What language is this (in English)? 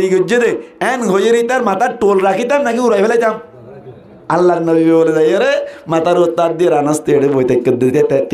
Rohingya